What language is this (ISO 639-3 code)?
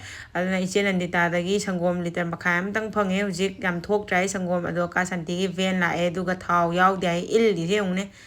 mni